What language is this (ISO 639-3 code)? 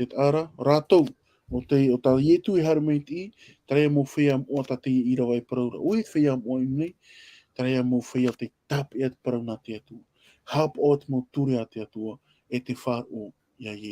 tah